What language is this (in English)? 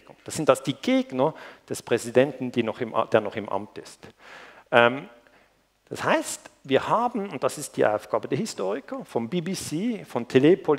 German